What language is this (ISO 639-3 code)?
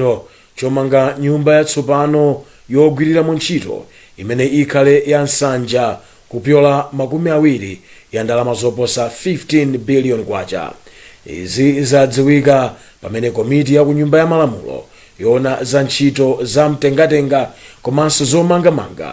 nya